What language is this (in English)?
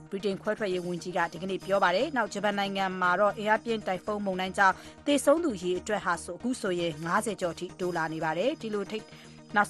Burmese